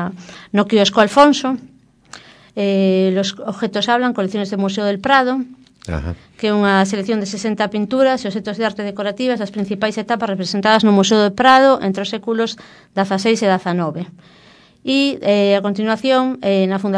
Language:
Galician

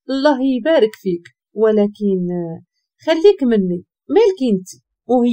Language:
Moroccan Arabic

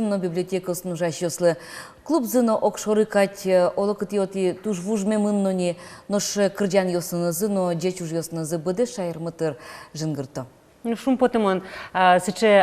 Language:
Udmurt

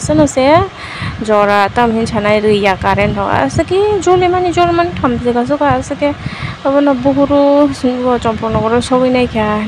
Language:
Kok Borok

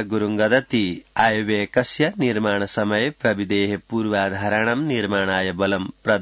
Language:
Sanskrit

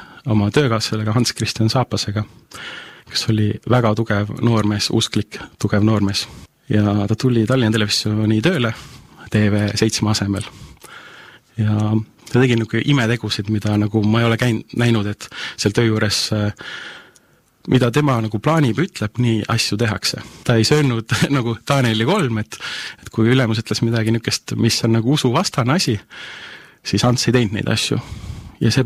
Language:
Estonian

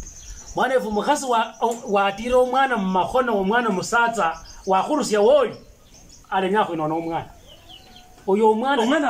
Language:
Luyia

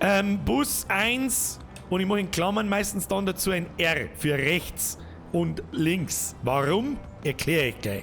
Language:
Bavarian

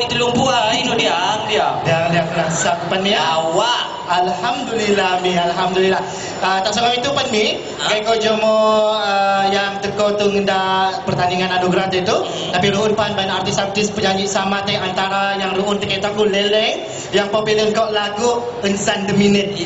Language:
Malay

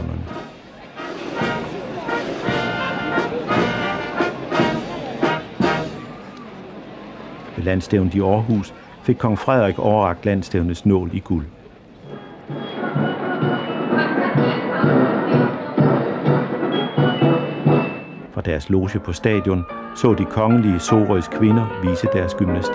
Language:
Danish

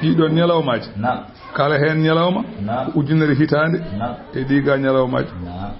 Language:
Fula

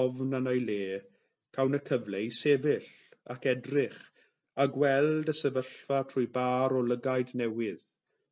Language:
Welsh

